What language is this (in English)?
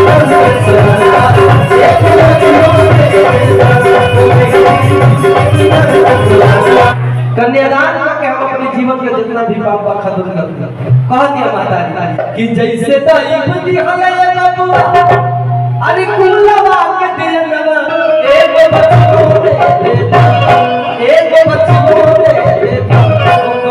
Bhojpuri